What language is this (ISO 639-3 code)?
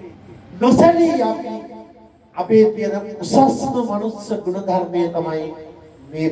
sin